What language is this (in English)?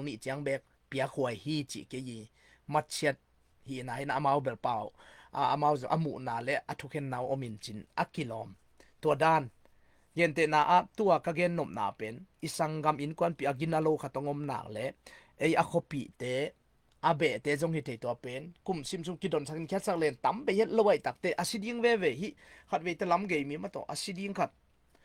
Tedim Chin